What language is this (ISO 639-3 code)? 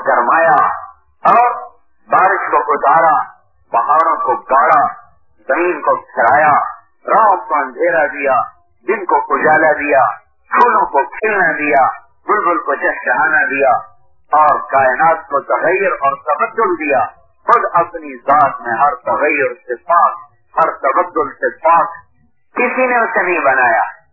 urd